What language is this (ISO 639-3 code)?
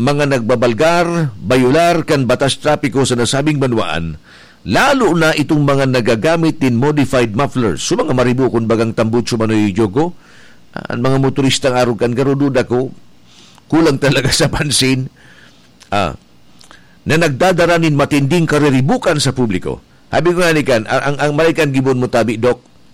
bik